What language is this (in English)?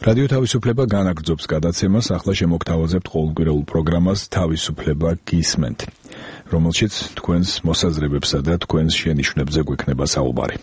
Georgian